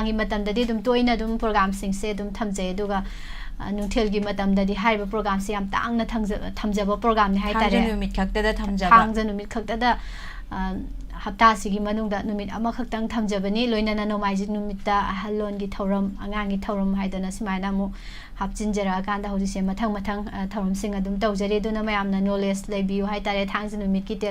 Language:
Manipuri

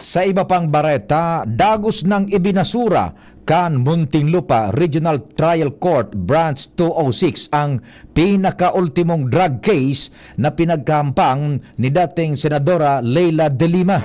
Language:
Bikol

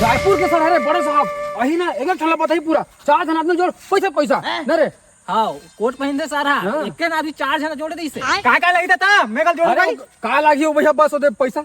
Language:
Chhattisgarhi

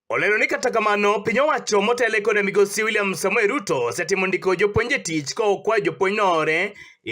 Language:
Luo (Kenya and Tanzania)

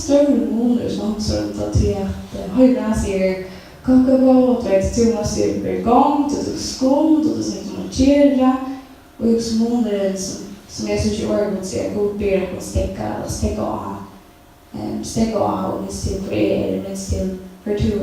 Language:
Faroese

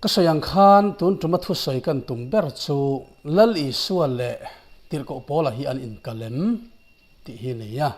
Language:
Mizo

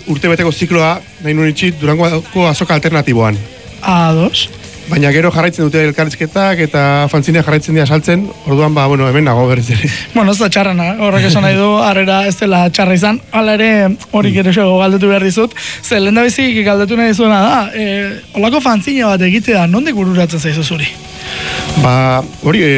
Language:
Basque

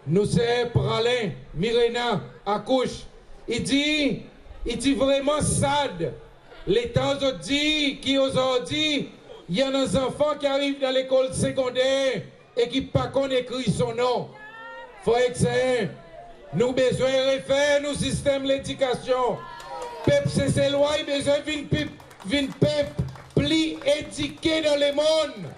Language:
Seselwa Creole French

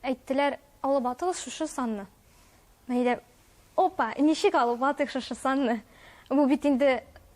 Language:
Tatar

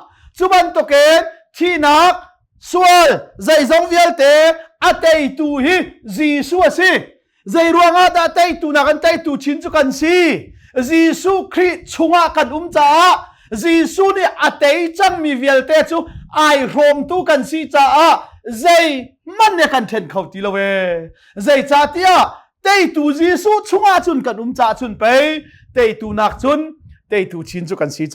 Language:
Hakha Chin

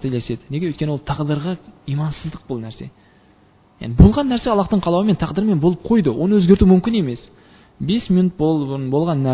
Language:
Kazakh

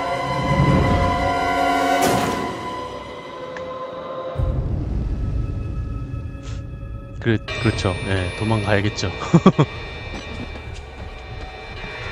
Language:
Korean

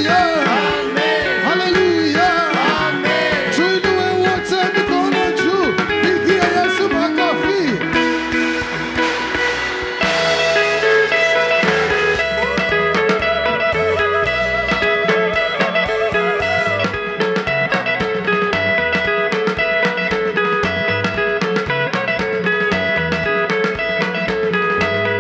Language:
Swahili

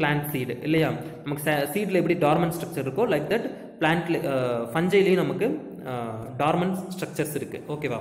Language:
Tamil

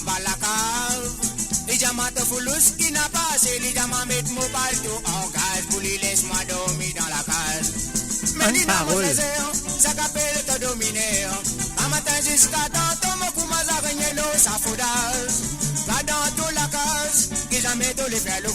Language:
Morisyen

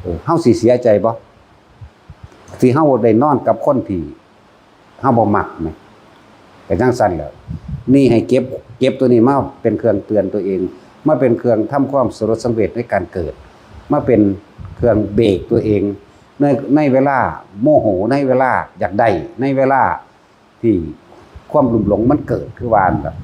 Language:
Northeastern Thai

